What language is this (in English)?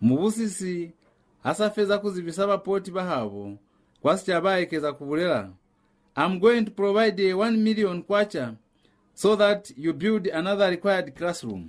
Lozi